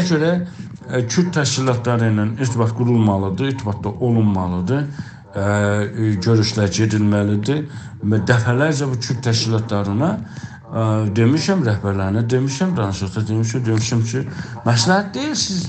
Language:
South Azerbaijani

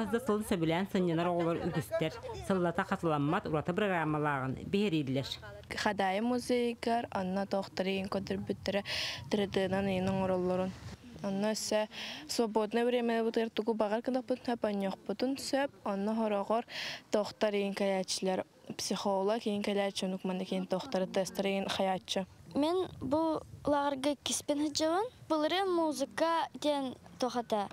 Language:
Yakut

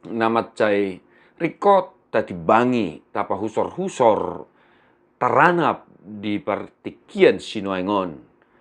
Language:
Batak Toba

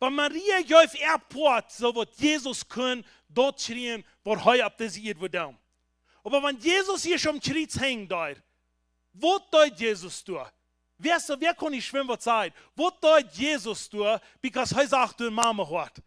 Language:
Plautdietsch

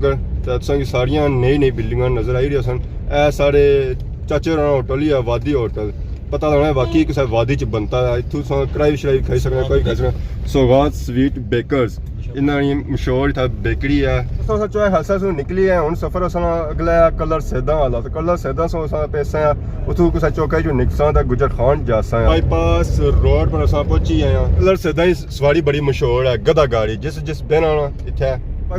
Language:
Pahari-Potwari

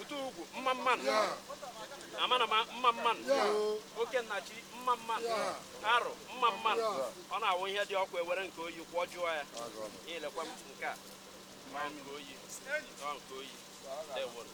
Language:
Igbo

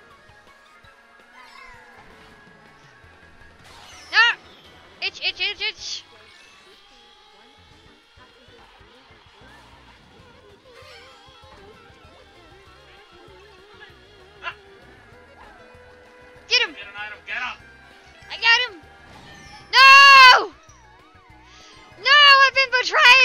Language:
English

